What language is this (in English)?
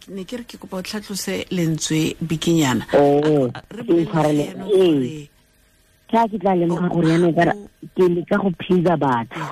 Tswana